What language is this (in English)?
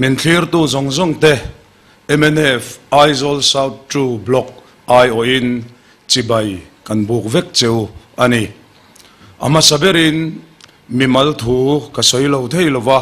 Mizo